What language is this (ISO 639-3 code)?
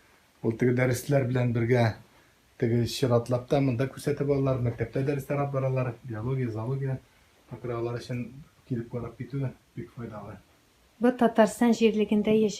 tat